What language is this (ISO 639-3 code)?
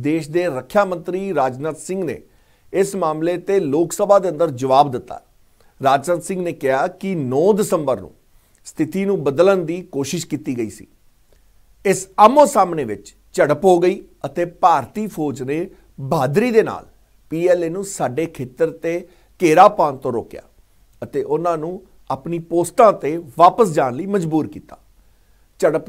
pan